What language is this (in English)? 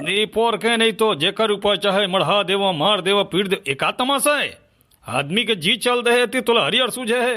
Chhattisgarhi